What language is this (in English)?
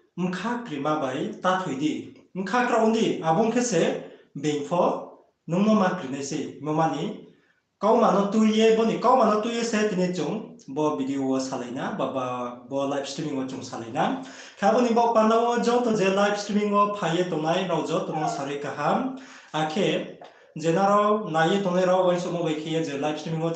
Riang (India)